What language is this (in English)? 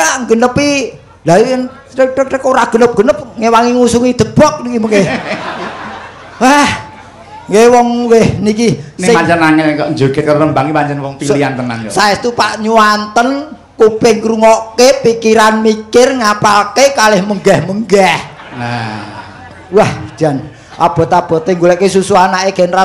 Javanese